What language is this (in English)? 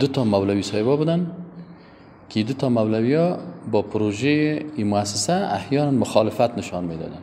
Persian